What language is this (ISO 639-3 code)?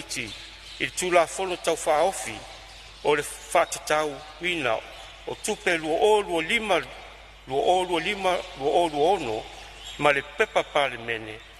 smo